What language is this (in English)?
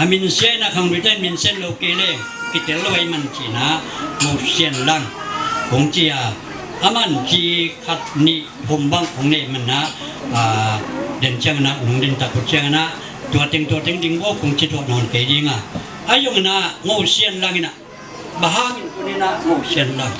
Tedim Chin